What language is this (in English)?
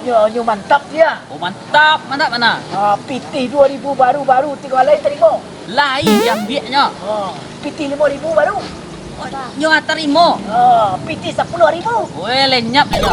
Minangkabau